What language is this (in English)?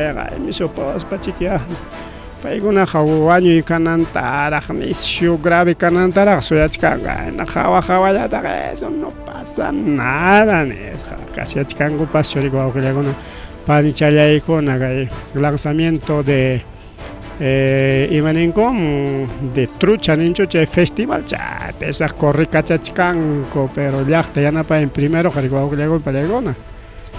Ayacucho Quechua